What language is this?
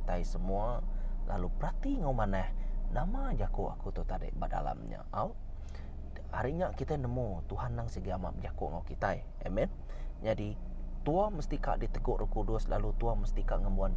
Iban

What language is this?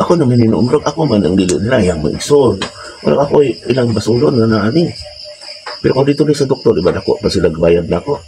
Cebuano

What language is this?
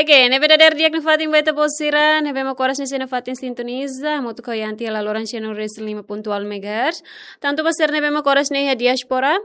Tetum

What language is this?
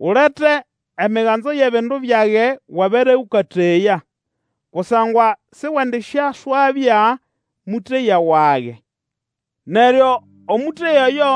Nande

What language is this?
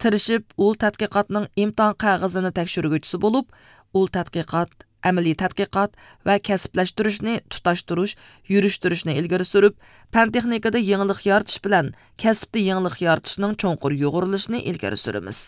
Uyghur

